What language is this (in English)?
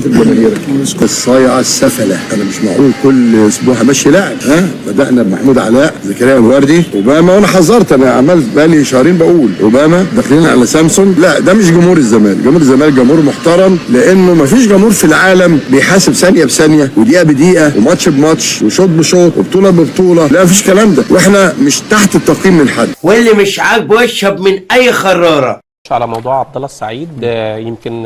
Egyptian Arabic